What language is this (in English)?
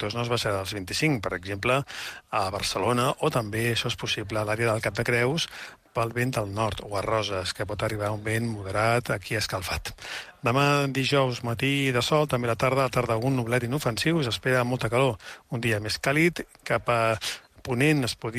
Catalan